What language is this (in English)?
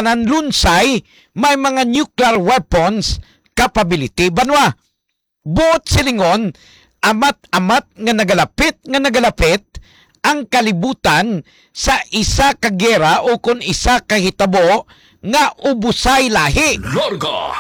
Hiligaynon